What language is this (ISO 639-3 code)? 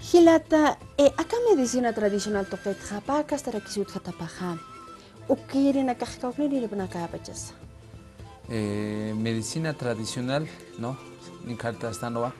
aym